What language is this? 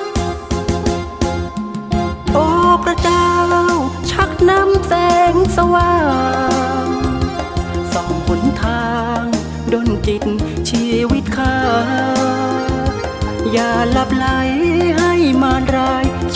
Thai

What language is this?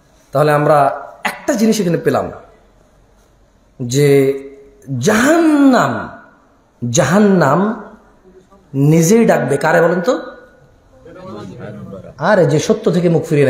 Bangla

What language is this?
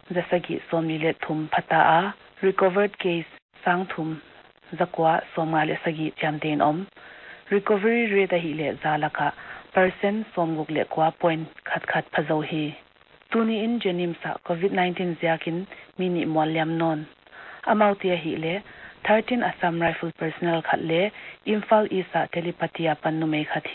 Paite Chin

